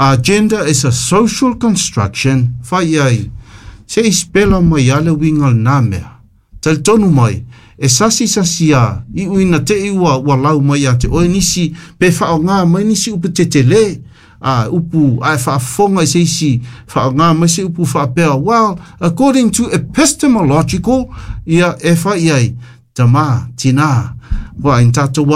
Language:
Samoan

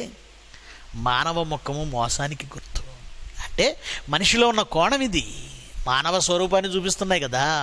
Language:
Telugu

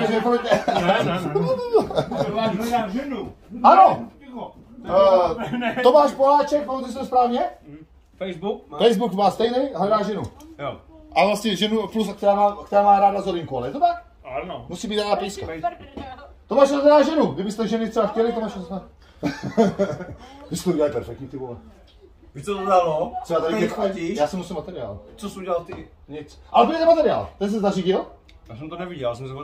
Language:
Czech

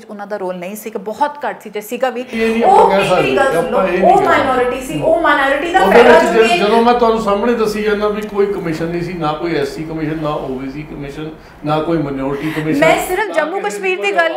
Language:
Punjabi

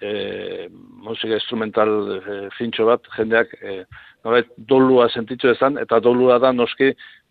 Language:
Basque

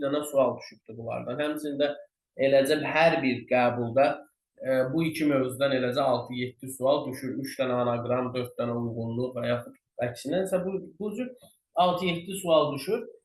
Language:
Azerbaijani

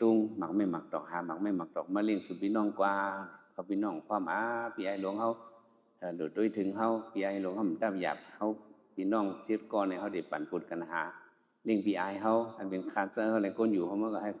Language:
Shan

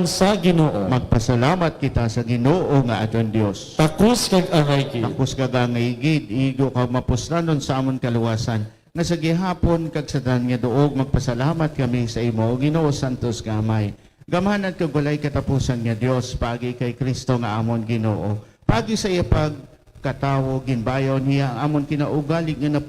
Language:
Hiligaynon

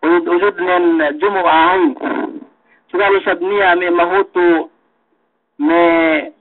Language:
Yakan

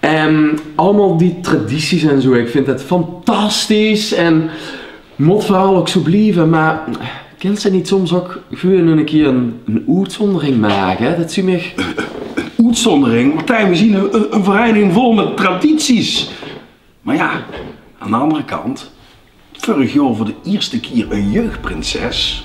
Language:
Limburgish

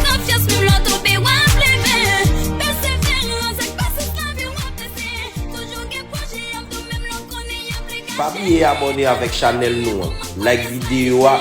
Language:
Haitian Creole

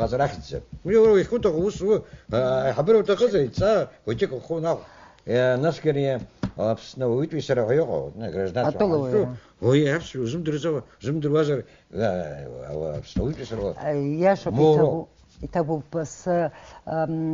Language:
Abkhazian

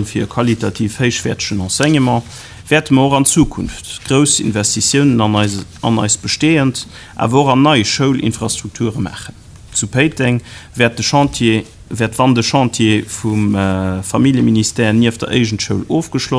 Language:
Luxembourgish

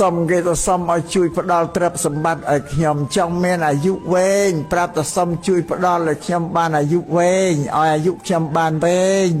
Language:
Khmer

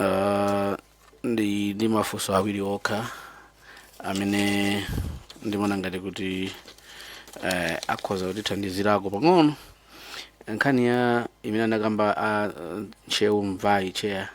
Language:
Nyanja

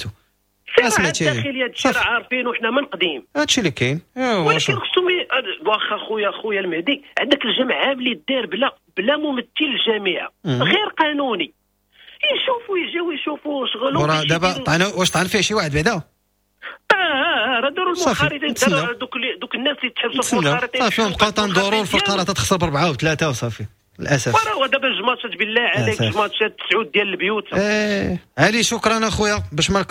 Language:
Moroccan Arabic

